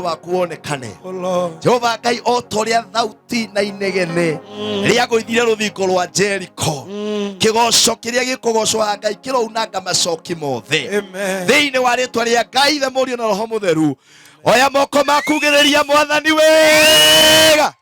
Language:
Kikuyu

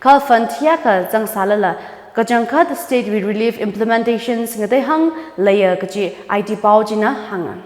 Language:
Tangkhul Naga (India)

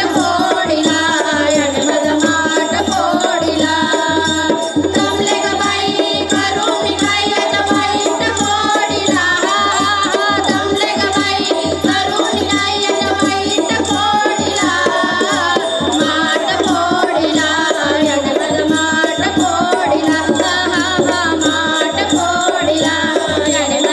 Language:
Marathi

